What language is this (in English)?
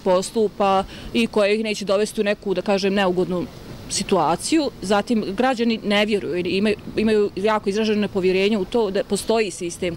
Bosnian